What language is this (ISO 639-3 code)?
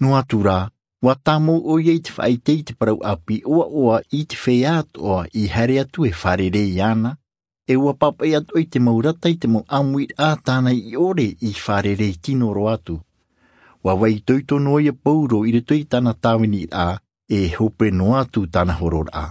tah